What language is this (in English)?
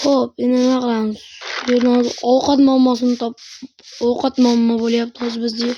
Uzbek